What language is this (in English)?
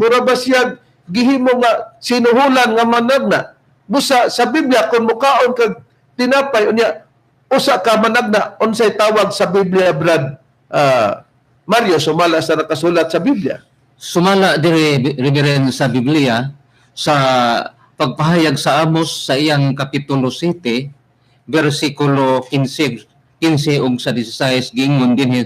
Cebuano